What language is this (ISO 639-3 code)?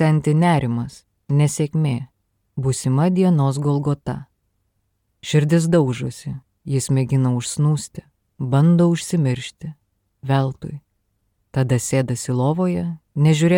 lit